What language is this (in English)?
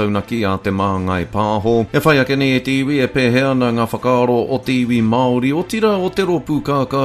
Māori